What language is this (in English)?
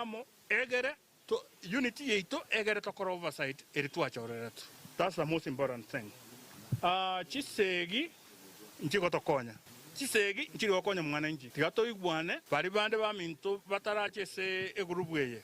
Gusii